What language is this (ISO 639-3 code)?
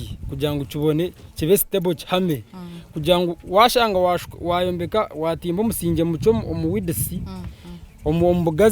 nyn